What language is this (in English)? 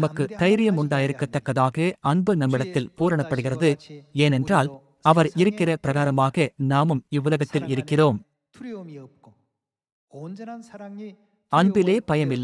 Tamil